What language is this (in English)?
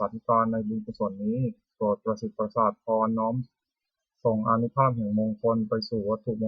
Pali